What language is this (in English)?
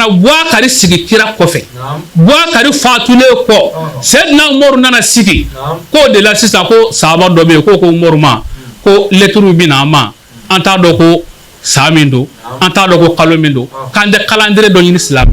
Bambara